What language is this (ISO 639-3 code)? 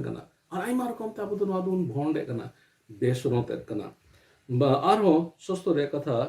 sat